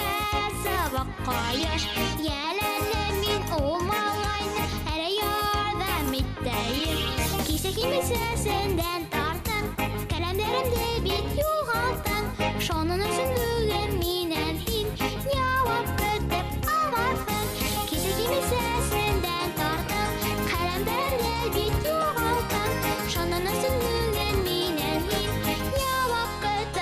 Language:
Bashkir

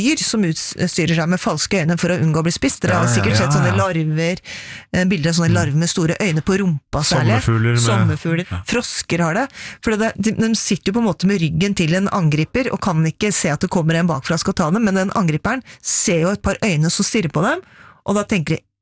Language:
Norwegian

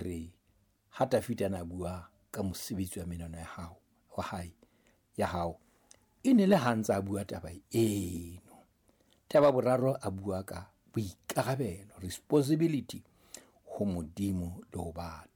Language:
Southern Sotho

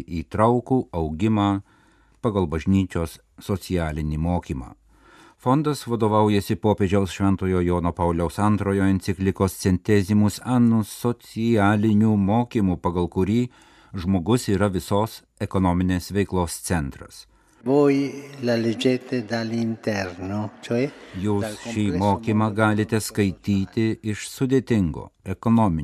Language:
Lithuanian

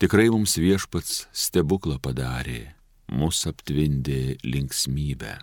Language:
Lithuanian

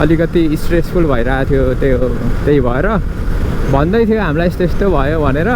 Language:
Nepali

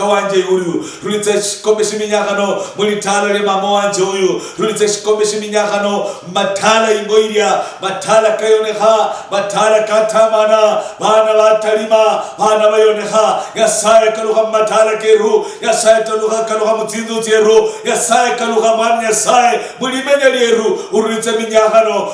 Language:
Luyia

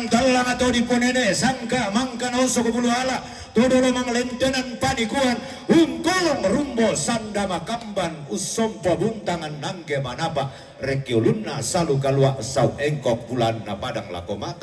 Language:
Toraja-Sa'dan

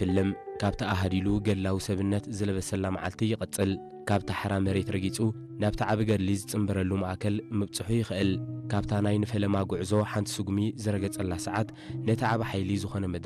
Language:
Tigrinya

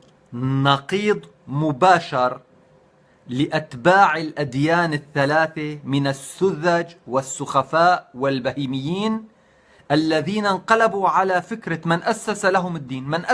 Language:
North Levantine Arabic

